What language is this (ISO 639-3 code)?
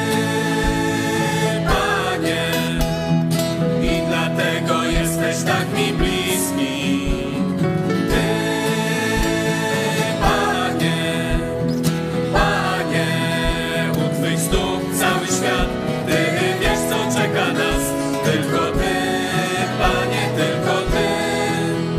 pol